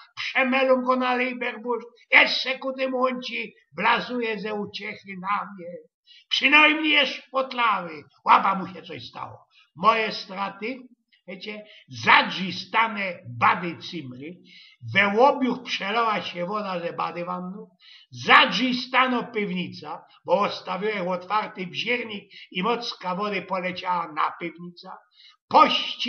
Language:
Silesian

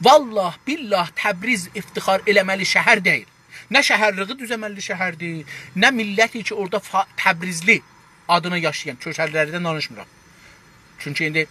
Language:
South Azerbaijani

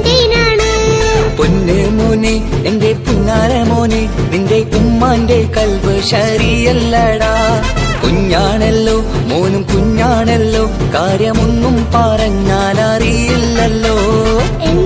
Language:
Malayalam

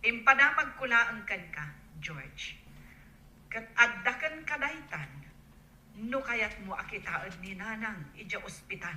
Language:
Iloko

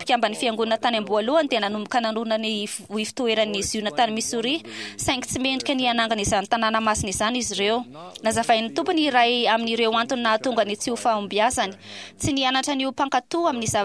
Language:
Malagasy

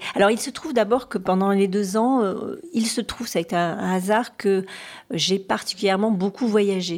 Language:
French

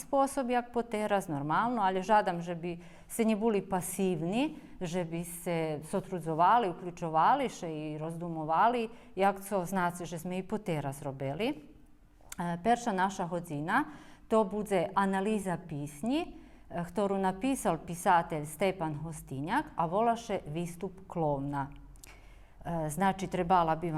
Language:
Rusyn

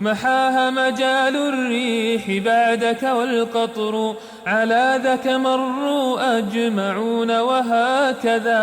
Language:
Kumyk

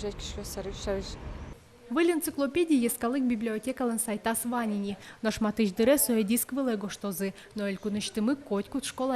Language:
Udmurt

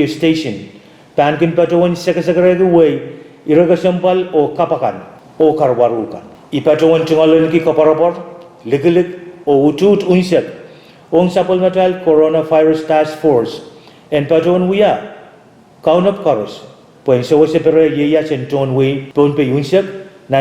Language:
Pohnpeian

